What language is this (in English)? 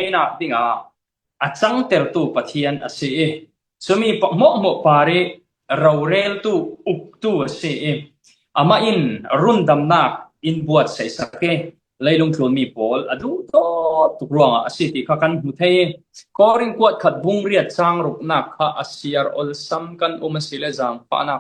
Falam Chin